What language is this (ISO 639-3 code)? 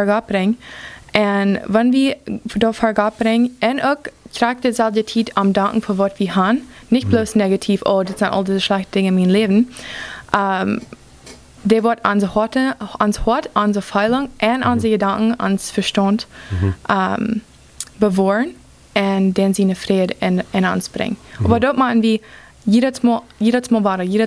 pdt